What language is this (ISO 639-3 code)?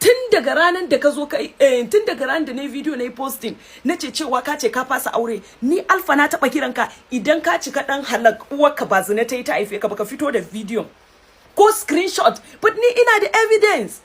hau